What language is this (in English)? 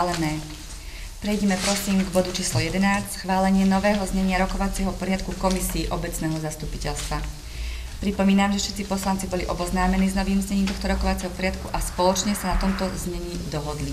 Slovak